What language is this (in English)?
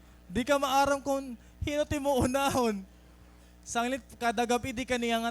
Waray